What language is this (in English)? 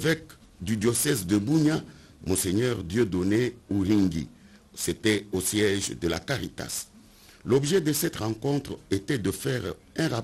French